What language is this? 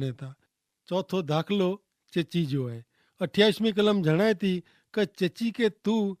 Kachhi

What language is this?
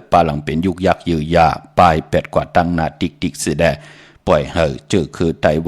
Shan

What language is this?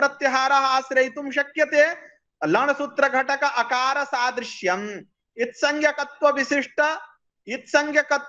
Sanskrit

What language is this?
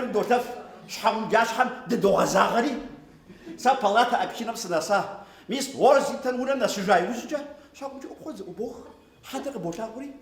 Kabardian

